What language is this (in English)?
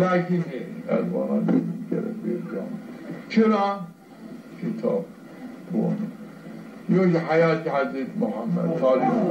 Zaza